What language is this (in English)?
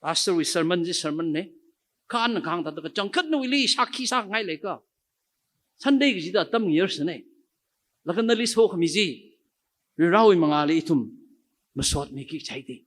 Tangkhul Naga (India)